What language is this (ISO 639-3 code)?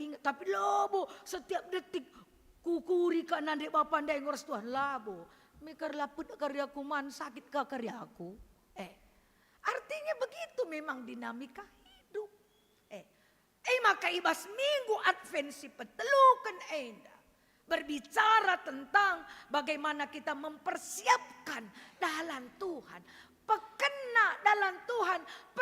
btx